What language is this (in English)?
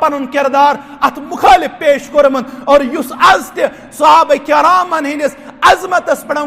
Kashmiri